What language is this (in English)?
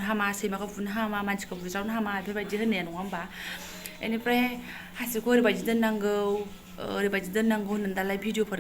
Bodo